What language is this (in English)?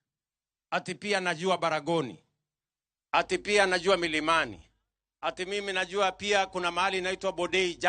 Luo (Kenya and Tanzania)